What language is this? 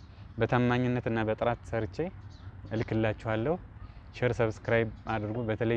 Amharic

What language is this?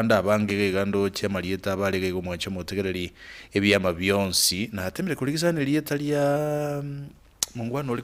Gusii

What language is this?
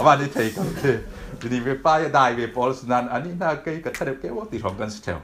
Falam Chin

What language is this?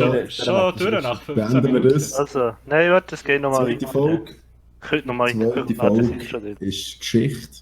Swiss German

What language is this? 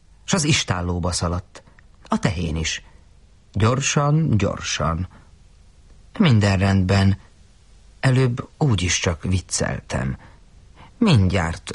Hungarian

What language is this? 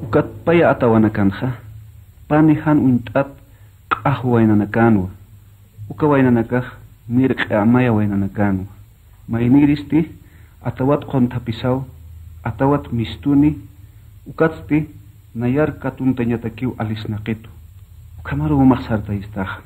Aymara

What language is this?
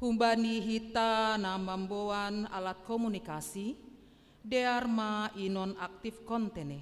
Batak Simalungun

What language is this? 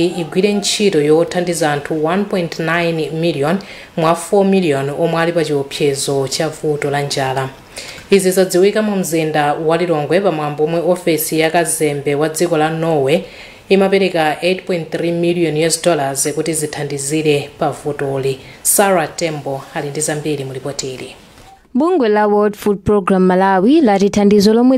Nyanja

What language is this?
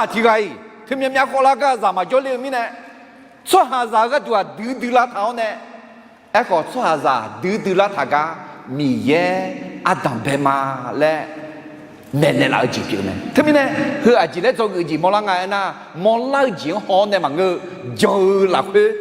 Akha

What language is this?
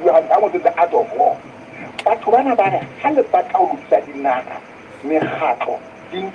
Southern Sotho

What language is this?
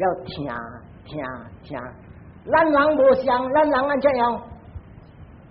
Min Nan Chinese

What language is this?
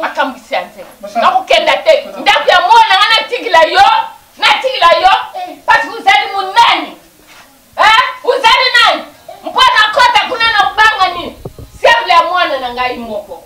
Lingala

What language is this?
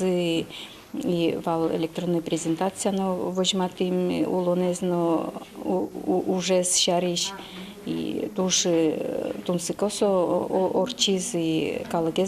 Udmurt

